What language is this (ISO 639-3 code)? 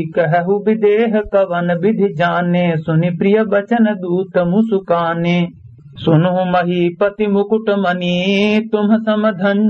awa